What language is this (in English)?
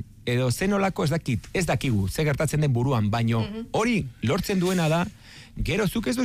Basque